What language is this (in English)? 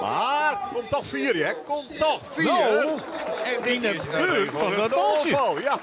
Western Frisian